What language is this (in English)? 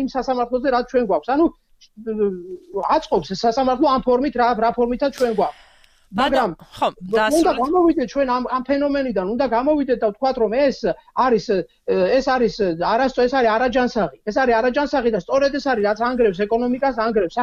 Georgian